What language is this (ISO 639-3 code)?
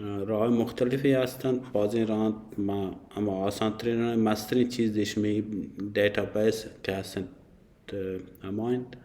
bal